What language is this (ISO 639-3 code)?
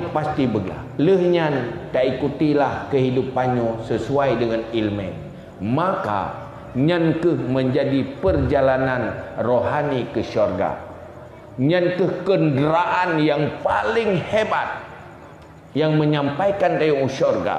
ace